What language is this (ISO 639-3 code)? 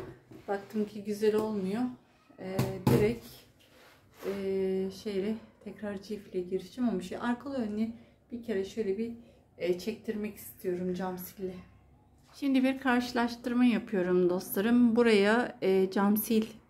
tur